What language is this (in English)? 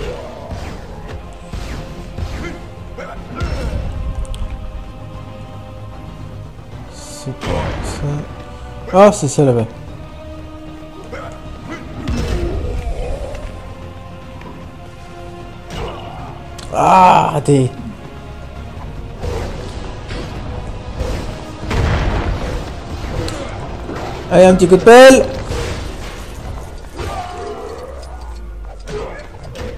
French